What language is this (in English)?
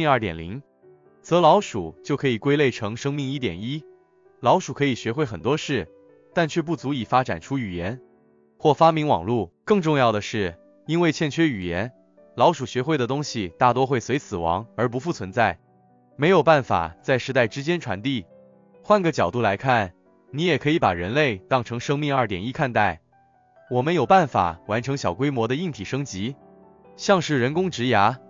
Chinese